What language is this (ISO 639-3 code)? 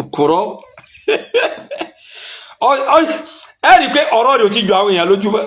yor